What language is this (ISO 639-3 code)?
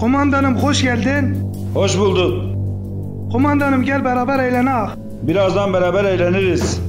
zza